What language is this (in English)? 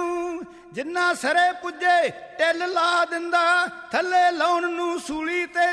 Punjabi